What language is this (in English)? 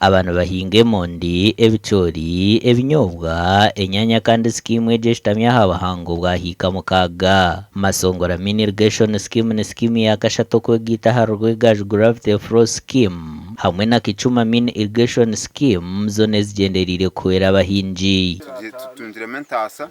Nyankole